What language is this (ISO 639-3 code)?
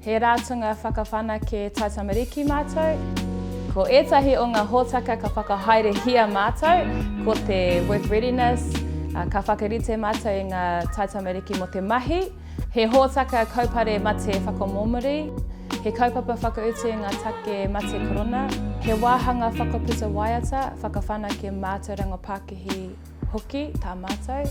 mri